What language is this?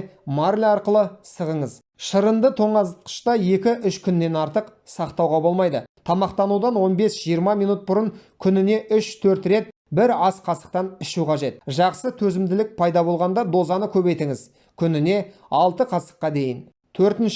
Kazakh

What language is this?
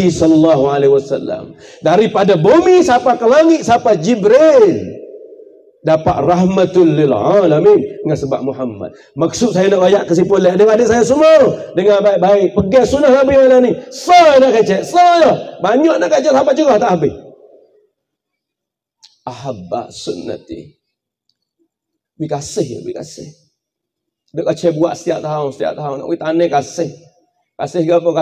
Malay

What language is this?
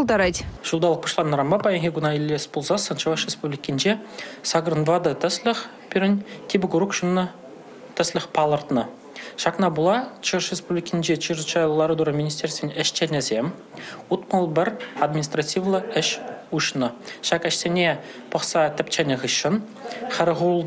Chuvash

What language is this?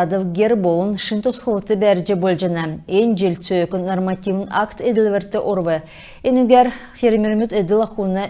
Kalmyk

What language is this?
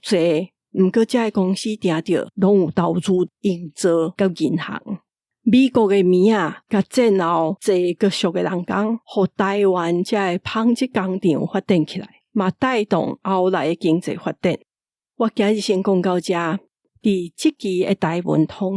Min Nan Chinese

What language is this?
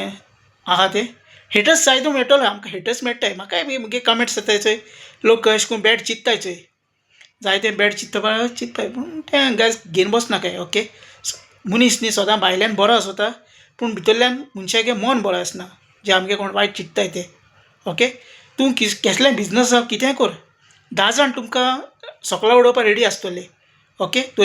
Konkani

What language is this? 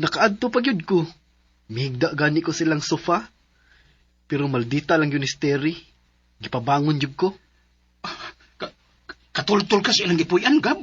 Cebuano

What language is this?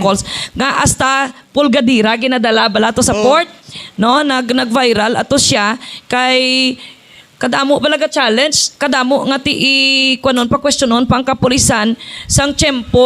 Hiligaynon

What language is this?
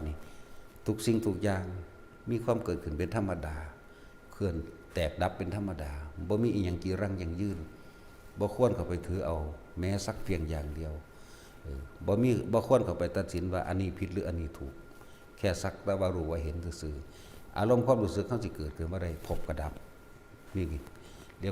Lao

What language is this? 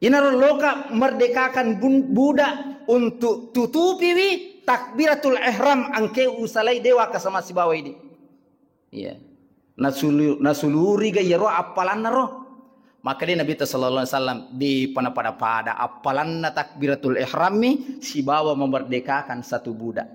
Buginese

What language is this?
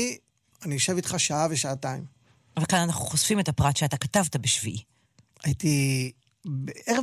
Hebrew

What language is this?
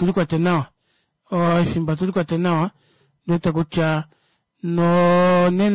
Kuanyama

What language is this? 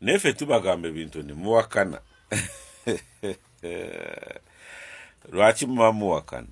Ganda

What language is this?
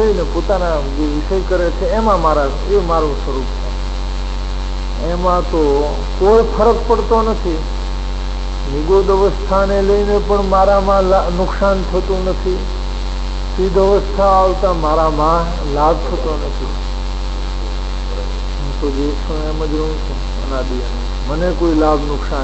Gujarati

